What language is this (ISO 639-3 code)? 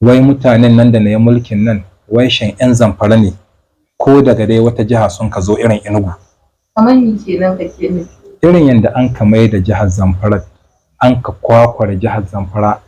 hau